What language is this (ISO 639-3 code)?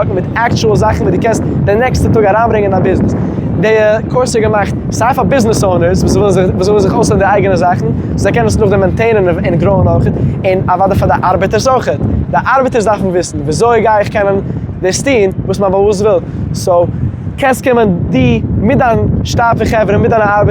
yid